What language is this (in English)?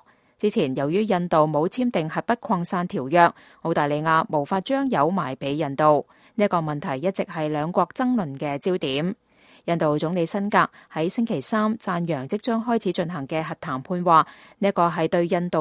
Cantonese